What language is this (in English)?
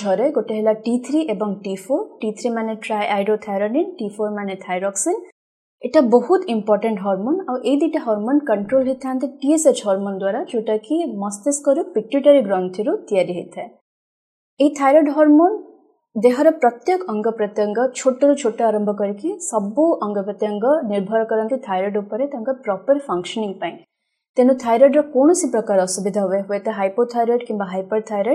Odia